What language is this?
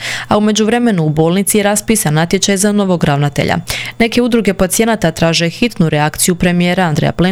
Croatian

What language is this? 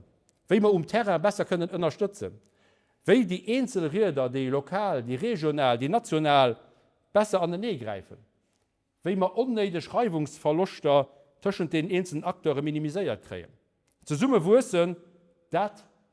Luxembourgish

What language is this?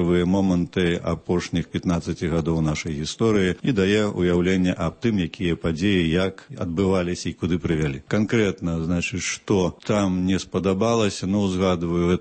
Belarusian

